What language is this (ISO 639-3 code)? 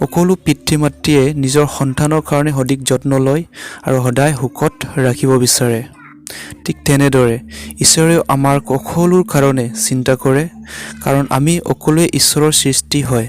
asm